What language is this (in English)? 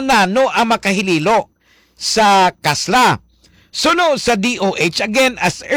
Hiligaynon